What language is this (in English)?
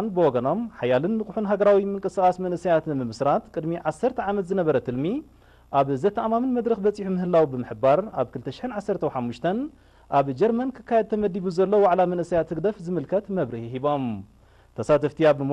Tigrinya